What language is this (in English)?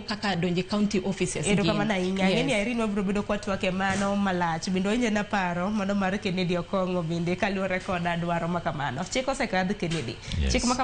Luo (Kenya and Tanzania)